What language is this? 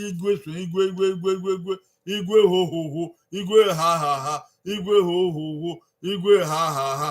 Bini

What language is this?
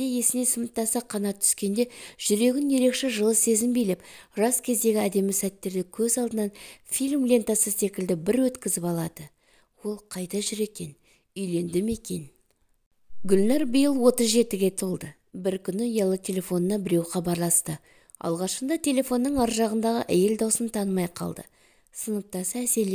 Kazakh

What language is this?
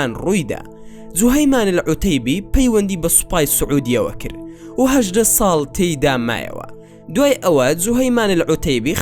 Central Kurdish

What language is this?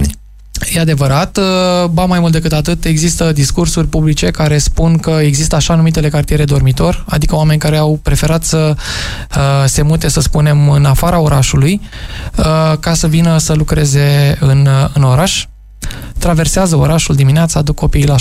Romanian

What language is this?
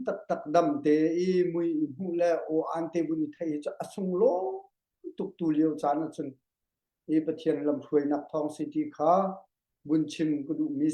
Hakha Chin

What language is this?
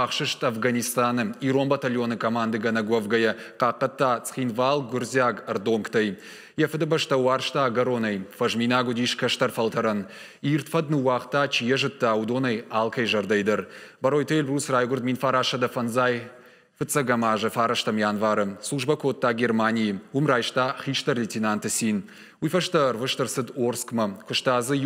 Ossetic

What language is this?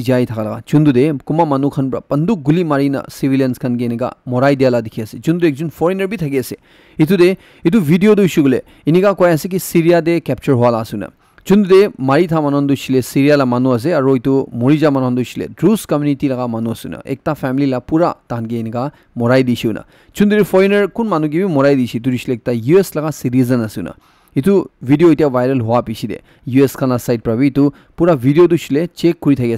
Naga Pidgin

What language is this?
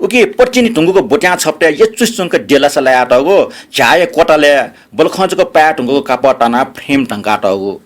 Newari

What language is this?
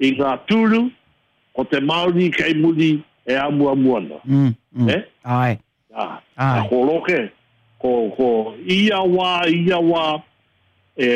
Māori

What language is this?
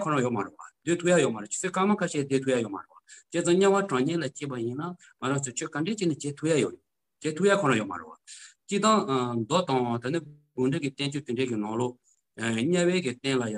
Tibetan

